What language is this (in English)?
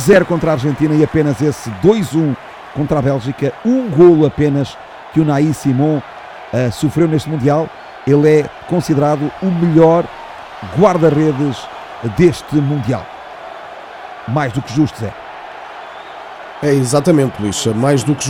Portuguese